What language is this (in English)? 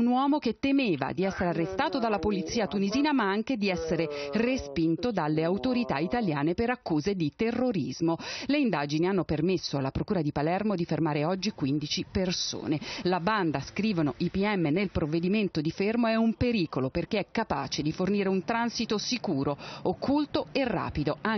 Italian